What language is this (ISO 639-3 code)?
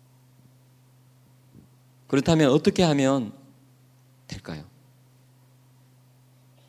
kor